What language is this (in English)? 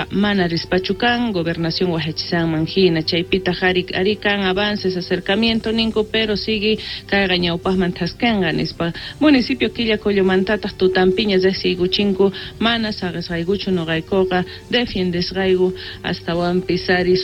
South Bolivian Quechua